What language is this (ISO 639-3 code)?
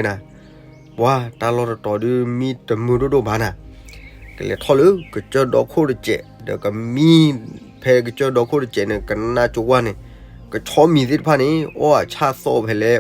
ksw